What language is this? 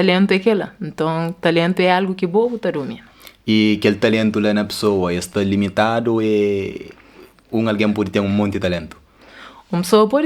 Kabuverdianu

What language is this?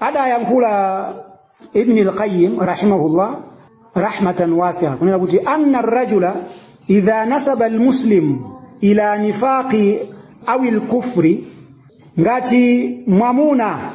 Nyanja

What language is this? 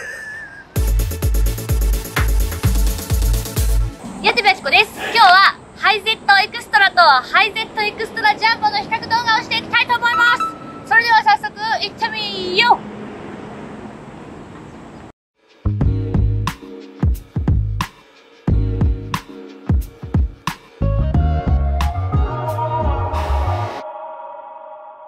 Japanese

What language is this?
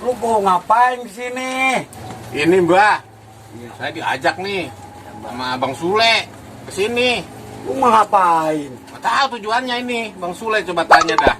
Betawi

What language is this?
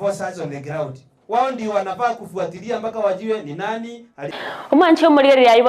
Gusii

